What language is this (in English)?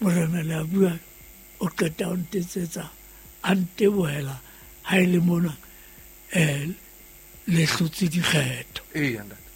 Southern Sotho